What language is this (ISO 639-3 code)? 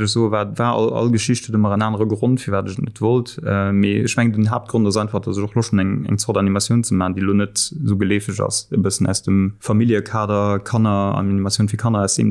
ltz